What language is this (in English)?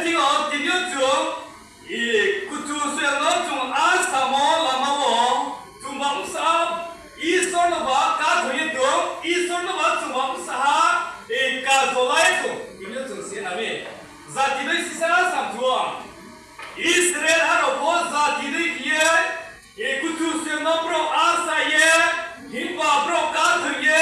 Riang (India)